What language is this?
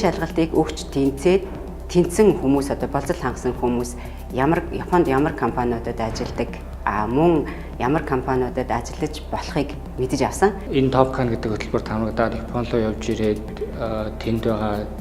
Mongolian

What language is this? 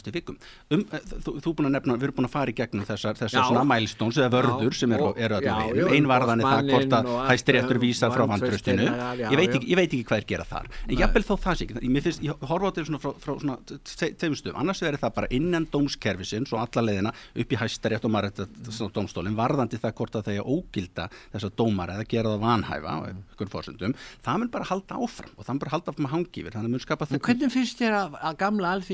Icelandic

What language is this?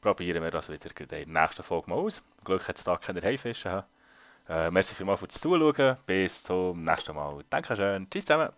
Swiss German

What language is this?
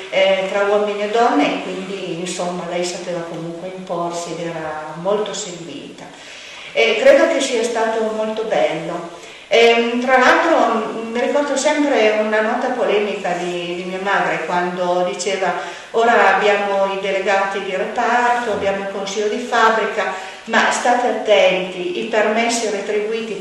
Italian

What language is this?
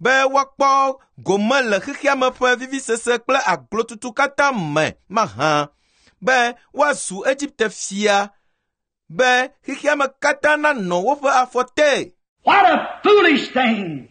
Ewe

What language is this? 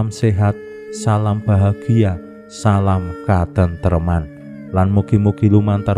Javanese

